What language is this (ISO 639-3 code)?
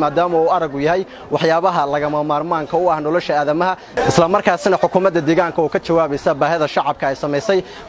som